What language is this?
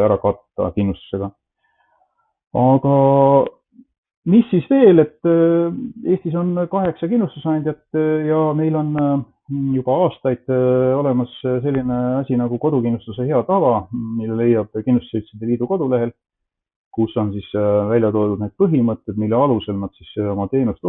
Estonian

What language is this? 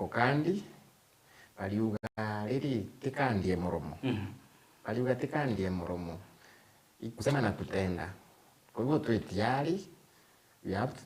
Meru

